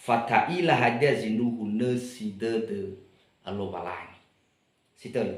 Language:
Nias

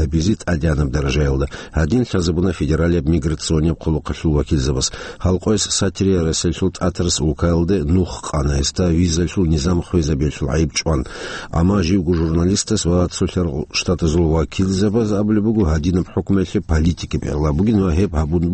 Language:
Avaric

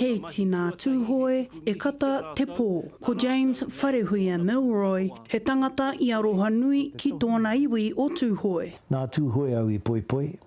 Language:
Māori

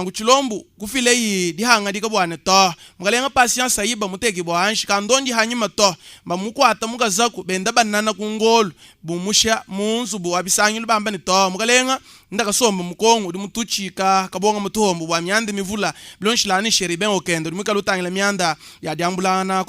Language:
Luba-Lulua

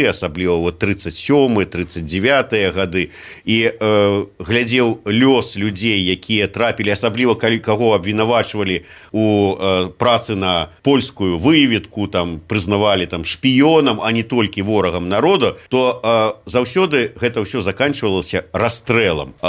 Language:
Belarusian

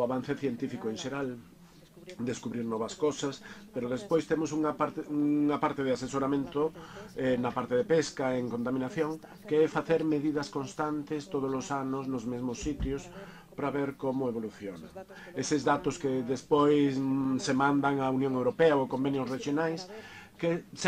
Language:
Galician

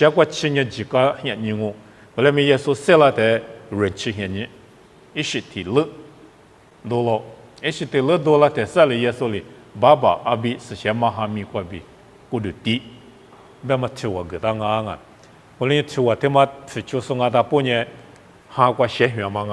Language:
Lisu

